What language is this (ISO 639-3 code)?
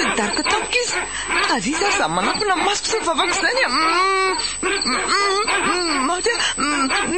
mlg